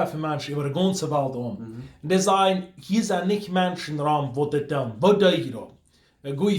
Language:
Plautdietsch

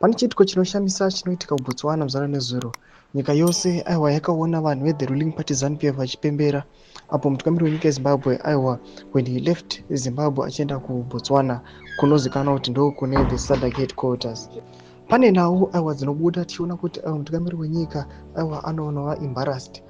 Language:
Shona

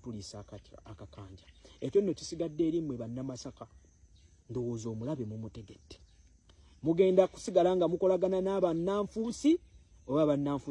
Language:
Ganda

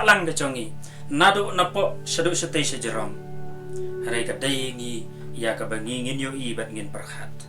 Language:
Khasi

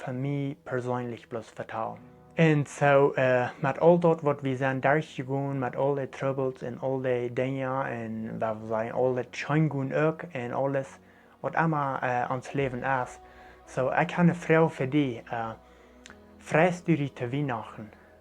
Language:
Plautdietsch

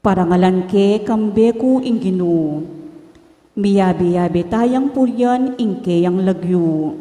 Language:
Pampanga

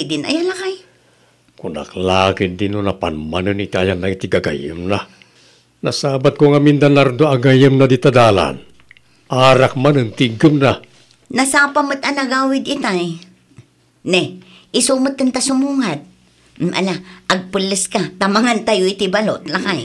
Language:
Iloko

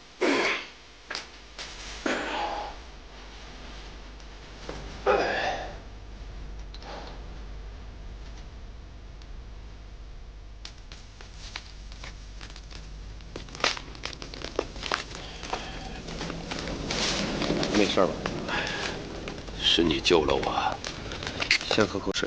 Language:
Chinese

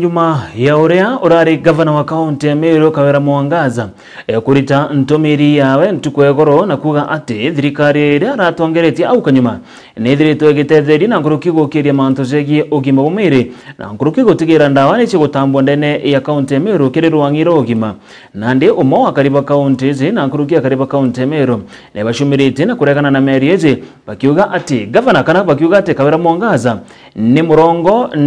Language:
Meru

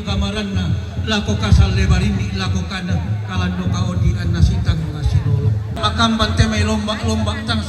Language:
Toraja-Sa'dan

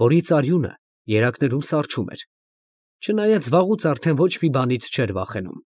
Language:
Armenian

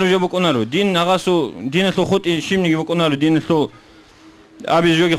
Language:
Avaric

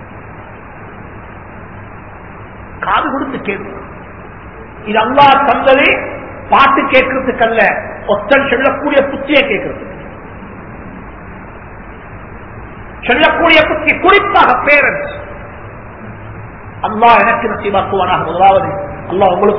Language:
Tamil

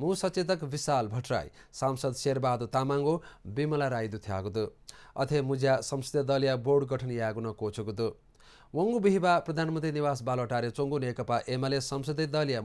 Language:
Newari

